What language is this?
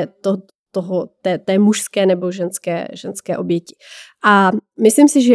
Czech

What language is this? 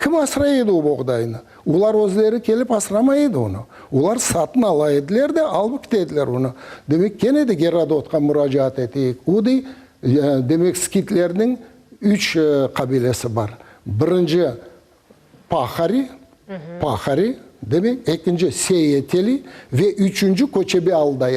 Crimean Tatar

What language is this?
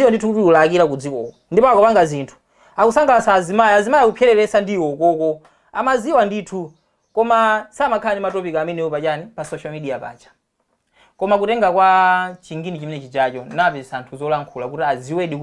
Nyanja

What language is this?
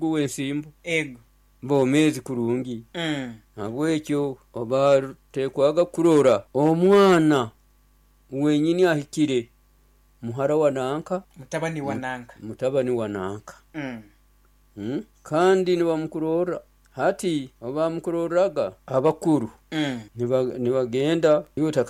Nyoro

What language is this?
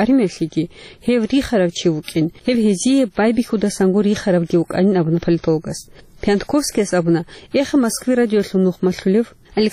Avaric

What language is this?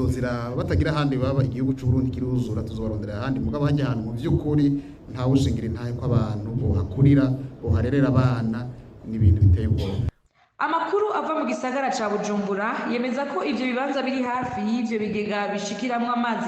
Rundi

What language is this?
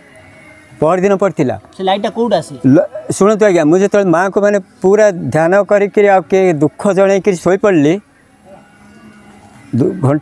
Odia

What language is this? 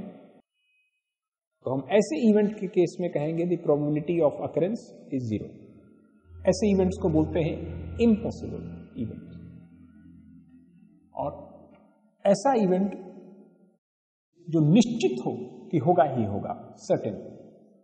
Hindi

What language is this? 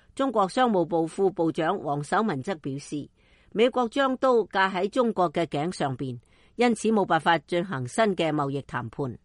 Cantonese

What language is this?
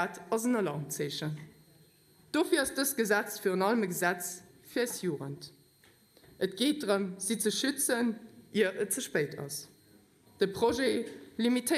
Luxembourgish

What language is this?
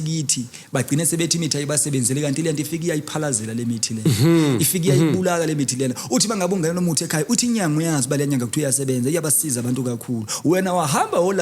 Zulu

